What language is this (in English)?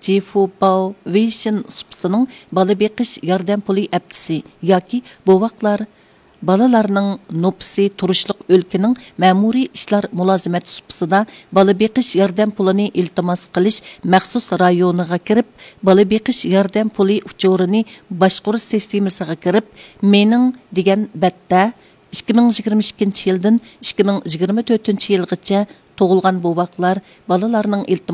Uyghur